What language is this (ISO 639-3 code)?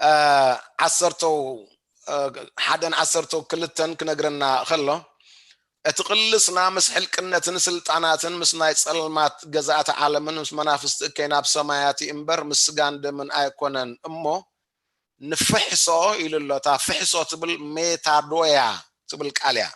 tir